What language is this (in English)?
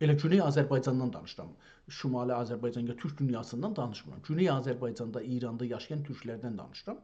South Azerbaijani